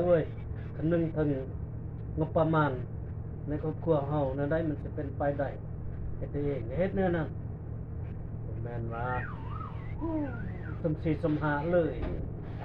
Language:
Lao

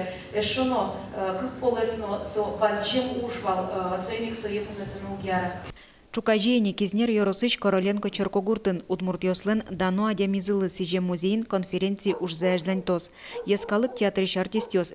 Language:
Udmurt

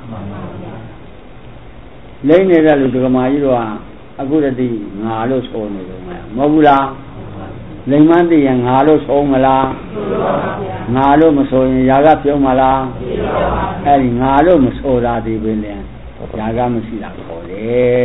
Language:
Burmese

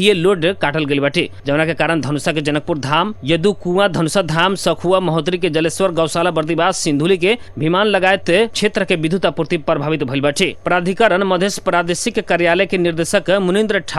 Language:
Bhojpuri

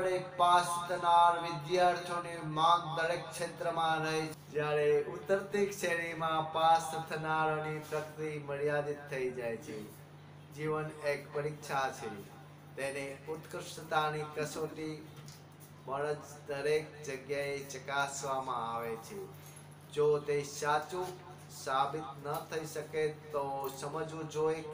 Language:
Gujarati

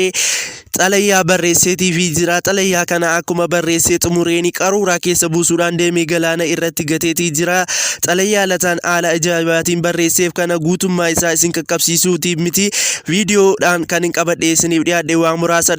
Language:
Oromo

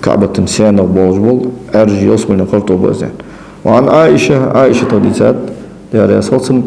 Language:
Ingush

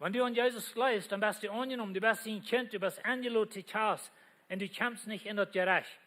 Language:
Plautdietsch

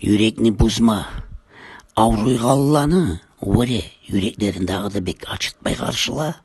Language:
Kumyk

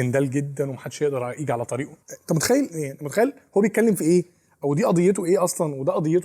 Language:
Egyptian Arabic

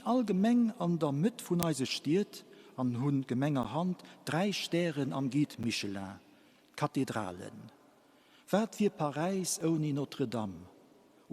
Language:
Luxembourgish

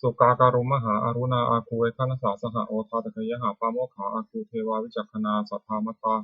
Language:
Pali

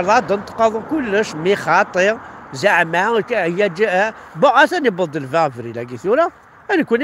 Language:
Kabyle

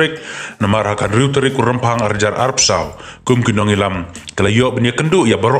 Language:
Khasi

